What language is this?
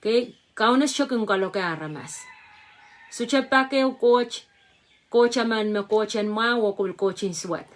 Pohnpeian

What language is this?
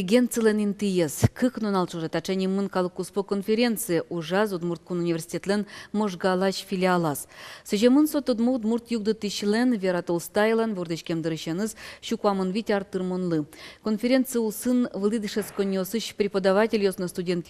Udmurt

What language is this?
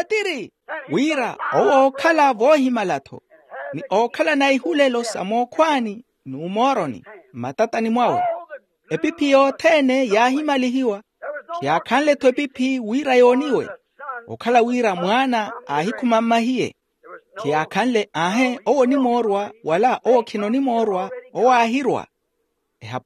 Makhuwa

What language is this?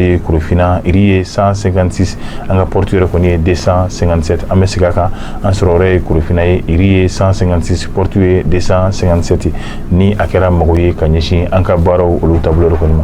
Bambara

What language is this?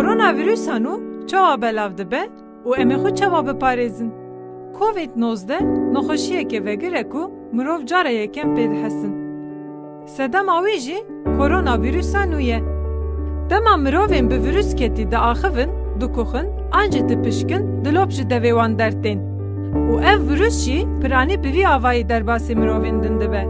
Kurdish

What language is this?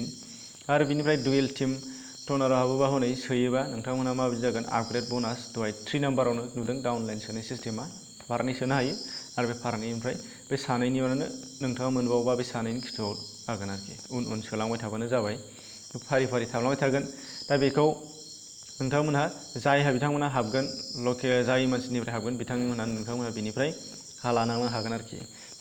Bodo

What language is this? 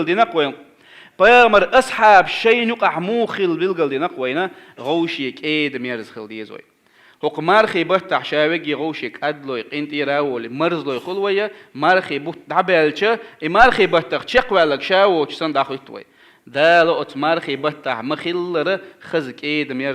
Chechen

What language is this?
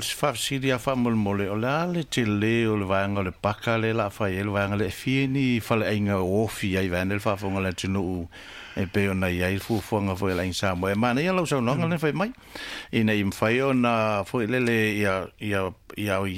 Samoan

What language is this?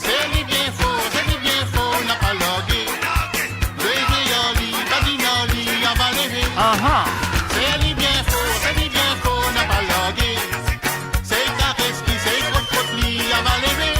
Morisyen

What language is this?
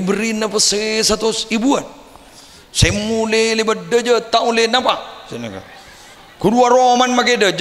Madurese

